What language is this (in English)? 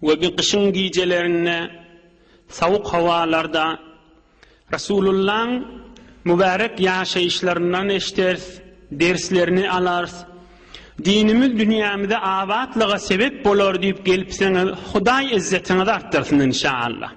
Turkmen